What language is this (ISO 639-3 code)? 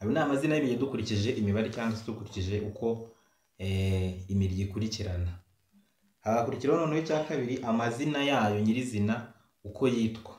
kin